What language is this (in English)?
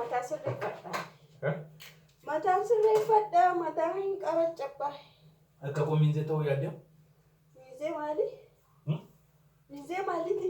Oromo